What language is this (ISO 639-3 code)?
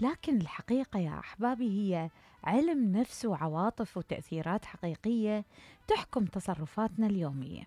acm